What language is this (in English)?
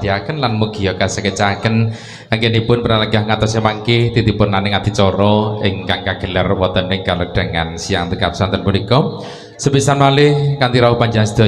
Javanese